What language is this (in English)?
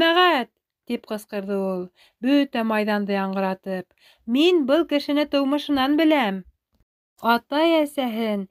Bashkir